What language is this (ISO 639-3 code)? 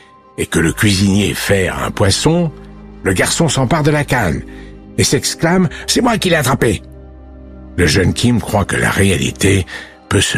fra